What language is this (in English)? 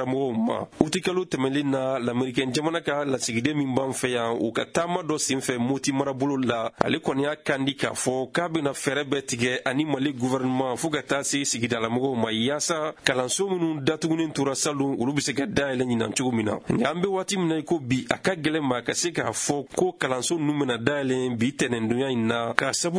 Bambara